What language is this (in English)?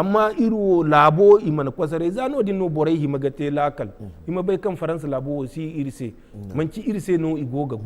Zarma